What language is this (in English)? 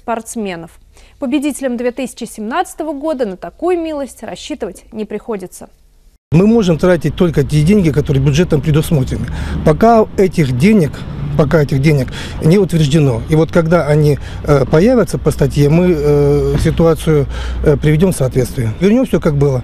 Russian